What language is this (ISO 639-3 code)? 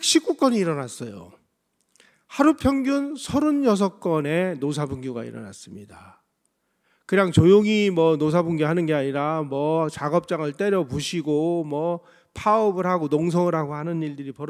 kor